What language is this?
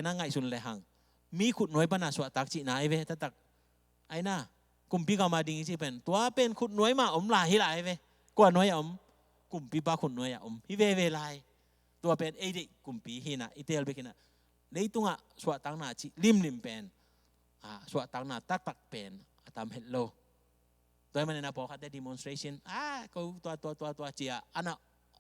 Tedim Chin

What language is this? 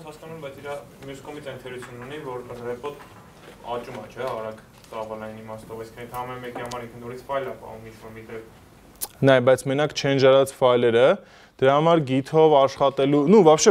Armenian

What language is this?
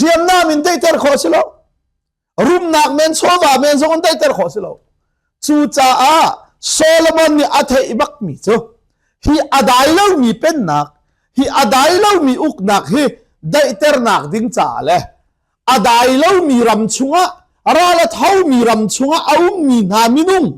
Hakha Chin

